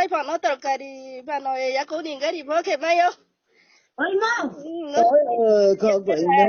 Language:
Riang (India)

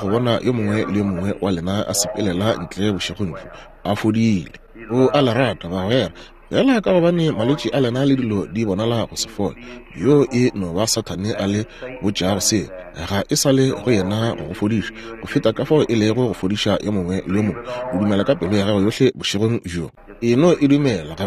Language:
Northern Sotho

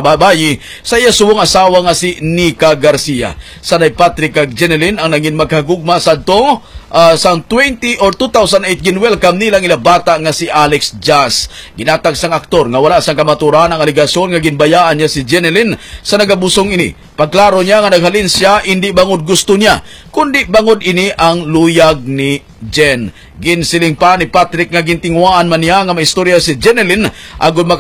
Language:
Hiligaynon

